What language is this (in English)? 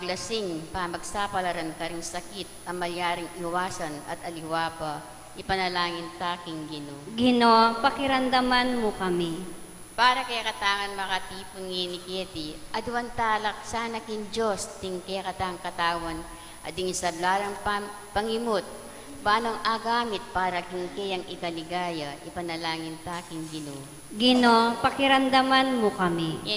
Pampanga